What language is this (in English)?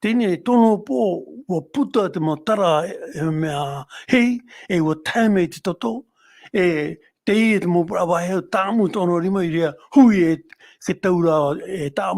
Tahitian